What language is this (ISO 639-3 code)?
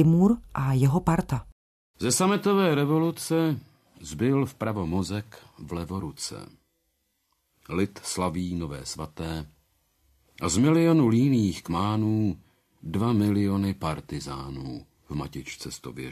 ces